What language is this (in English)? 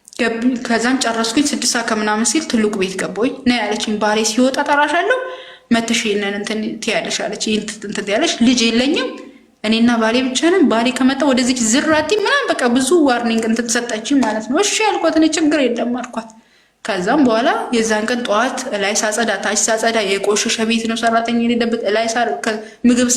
Amharic